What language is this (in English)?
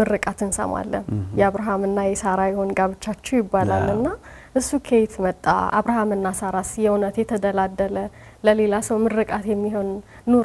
Amharic